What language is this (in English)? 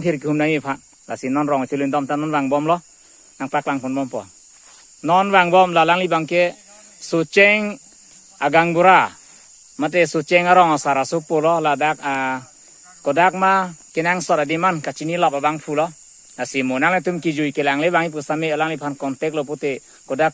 Karbi